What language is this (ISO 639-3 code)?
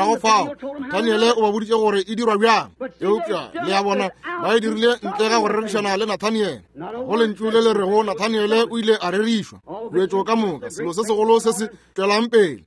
nso